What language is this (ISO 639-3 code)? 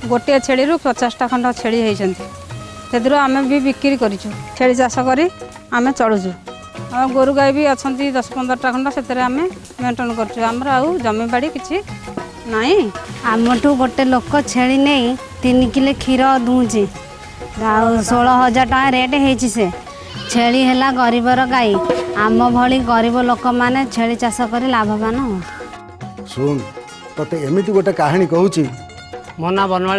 ori